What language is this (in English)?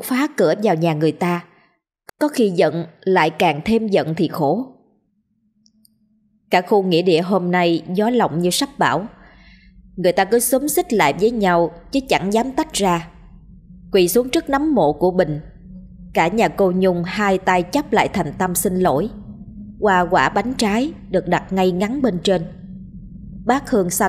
Vietnamese